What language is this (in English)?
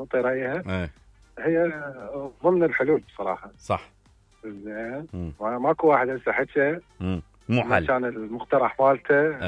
Mesopotamian Arabic